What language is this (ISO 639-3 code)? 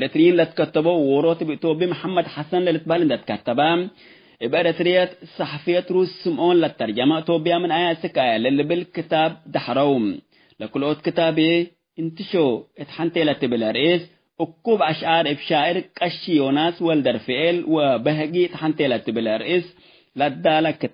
tig